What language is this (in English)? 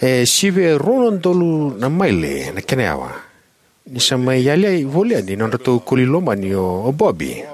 Fijian